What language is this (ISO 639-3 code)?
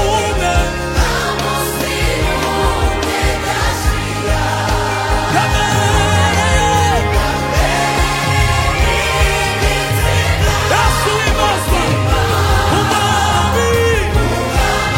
kin